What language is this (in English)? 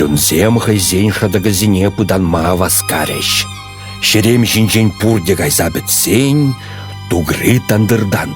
Chuvash